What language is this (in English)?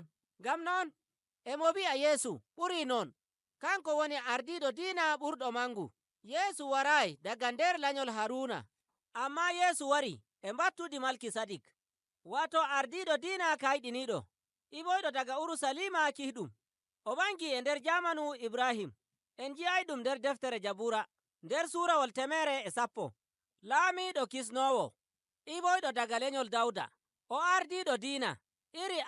Nigerian Fulfulde